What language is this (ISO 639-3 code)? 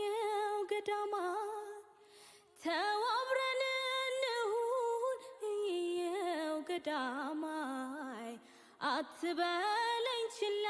amh